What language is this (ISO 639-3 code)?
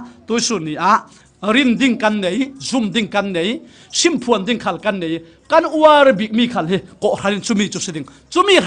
cfm